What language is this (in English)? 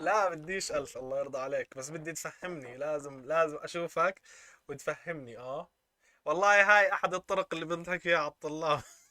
North Levantine Arabic